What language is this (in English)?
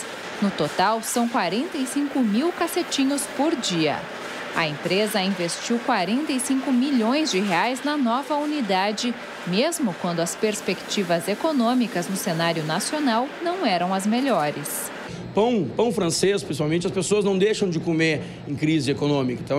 Portuguese